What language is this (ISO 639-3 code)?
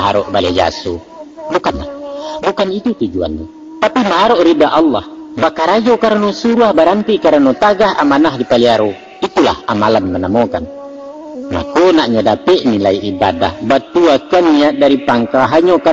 min